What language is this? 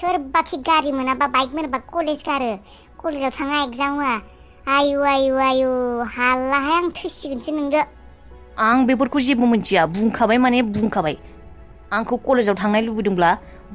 Bodo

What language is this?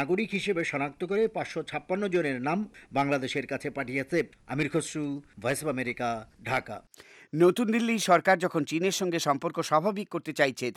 Bangla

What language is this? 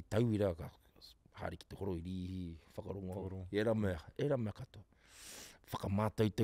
Māori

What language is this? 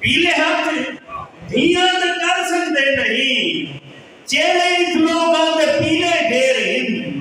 Saraiki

